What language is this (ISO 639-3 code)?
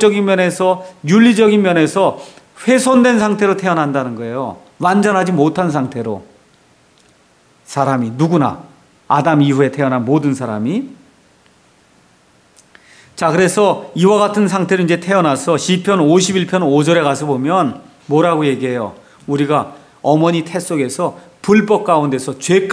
kor